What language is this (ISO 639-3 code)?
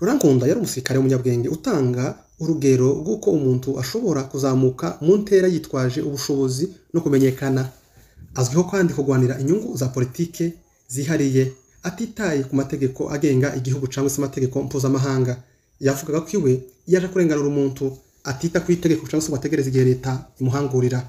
kin